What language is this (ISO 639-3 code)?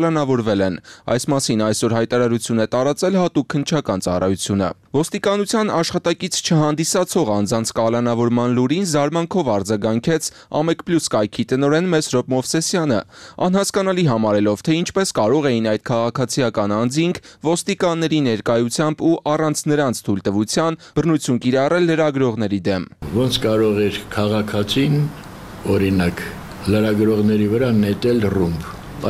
hye